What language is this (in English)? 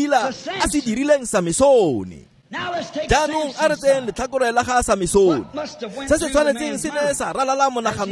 Tswana